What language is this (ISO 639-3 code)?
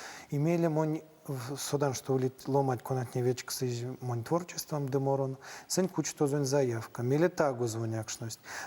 myv